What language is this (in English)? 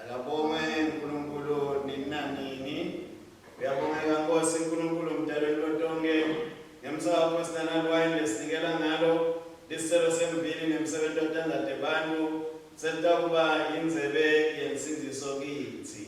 Swati